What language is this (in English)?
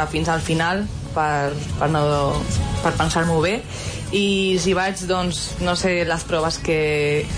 Catalan